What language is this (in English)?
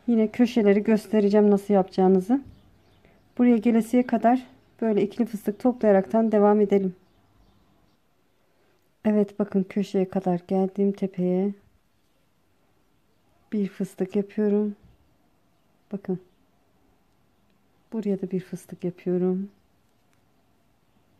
Turkish